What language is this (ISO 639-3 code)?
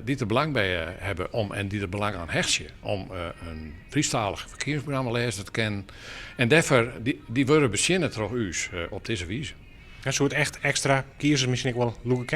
fry